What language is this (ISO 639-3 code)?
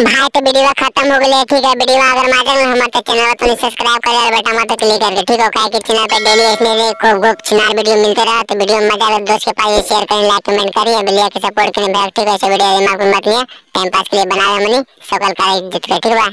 mag